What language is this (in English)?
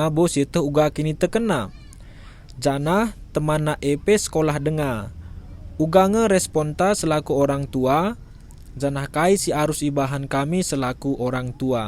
Batak Karo